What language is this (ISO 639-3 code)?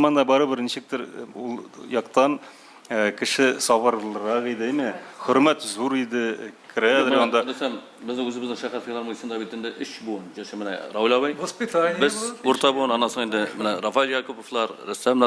tat